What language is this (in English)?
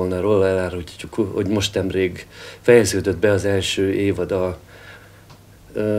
Hungarian